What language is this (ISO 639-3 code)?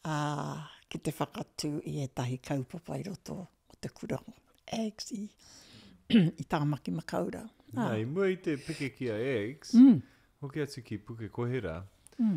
mri